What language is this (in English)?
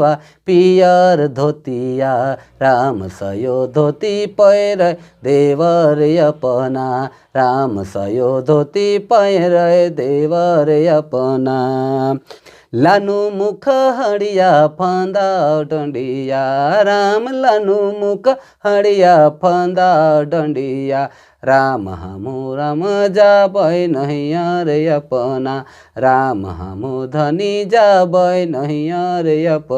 Sadri